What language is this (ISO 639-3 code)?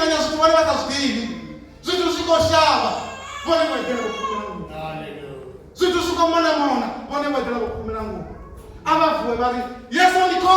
ven